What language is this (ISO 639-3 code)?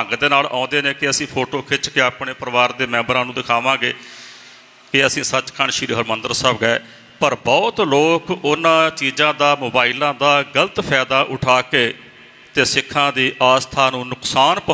pan